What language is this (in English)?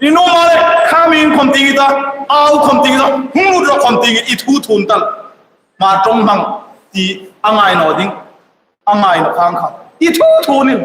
Hmar